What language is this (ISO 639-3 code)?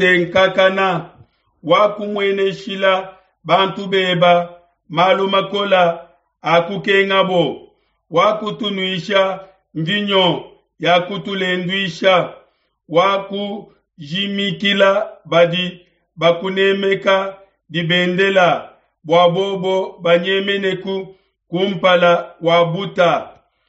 lua